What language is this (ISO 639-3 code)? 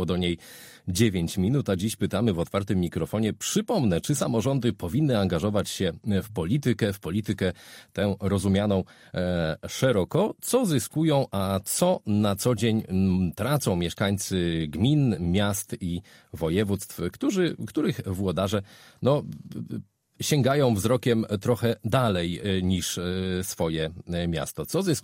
pol